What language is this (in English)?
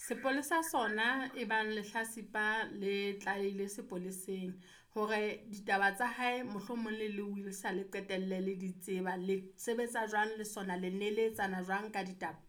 Southern Sotho